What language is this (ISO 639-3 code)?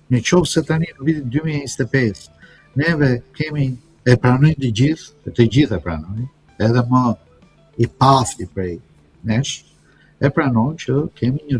sqi